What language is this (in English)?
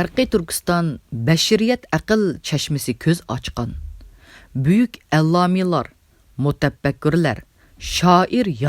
Uyghur